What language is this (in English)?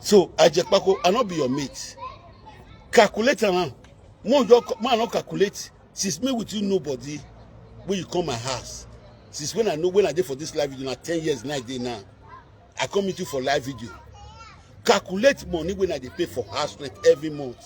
Nigerian Pidgin